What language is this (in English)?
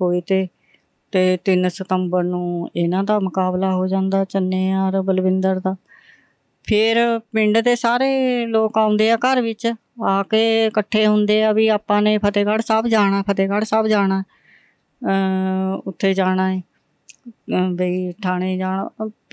Punjabi